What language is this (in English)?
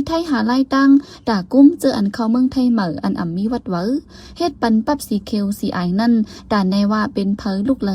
Shan